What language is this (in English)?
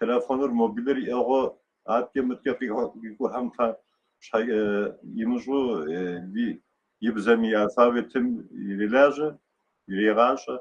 Kabardian